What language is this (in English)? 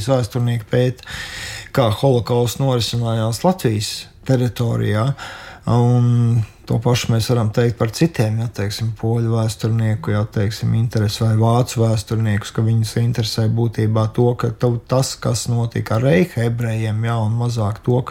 Latvian